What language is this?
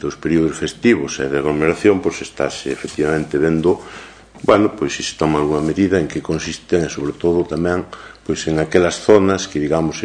Galician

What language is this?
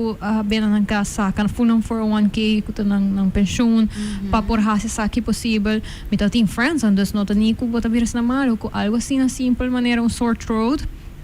Papiamento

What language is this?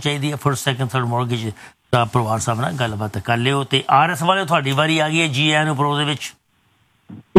Punjabi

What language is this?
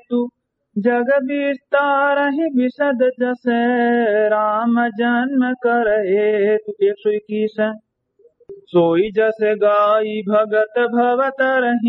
Awadhi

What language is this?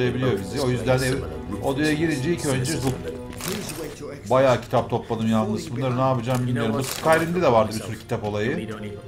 Turkish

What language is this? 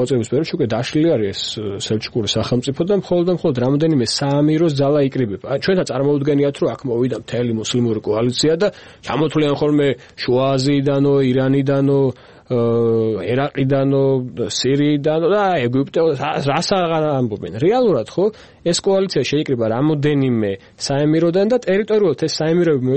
Georgian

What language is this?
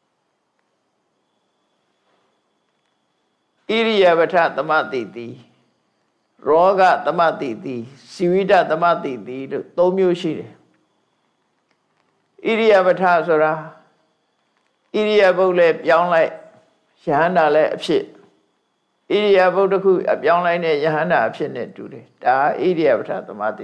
Burmese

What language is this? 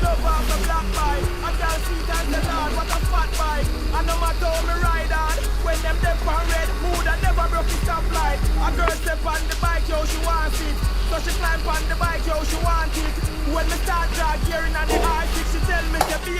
Jamaican Creole English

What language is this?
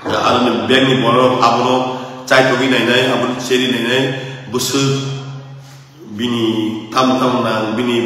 Kok Borok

